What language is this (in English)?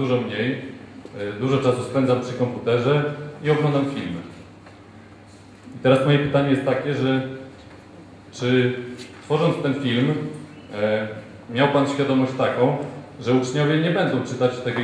Polish